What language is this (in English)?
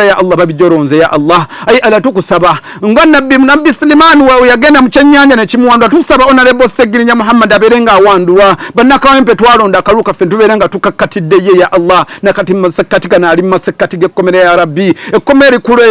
Ganda